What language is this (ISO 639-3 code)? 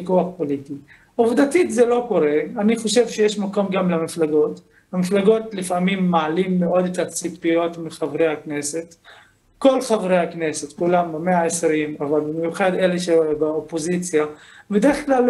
heb